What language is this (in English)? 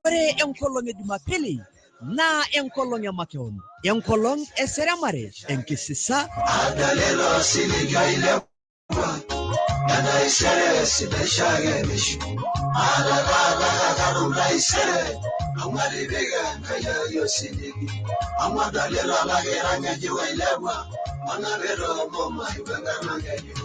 Masai